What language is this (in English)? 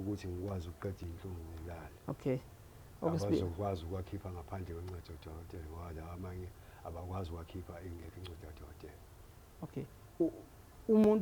Zulu